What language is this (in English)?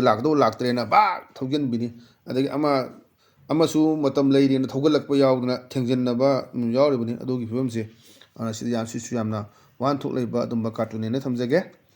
Manipuri